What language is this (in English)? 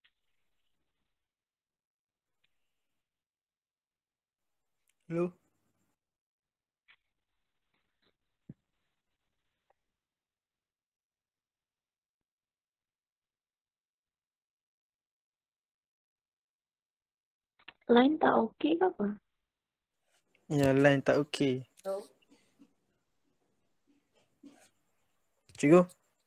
Malay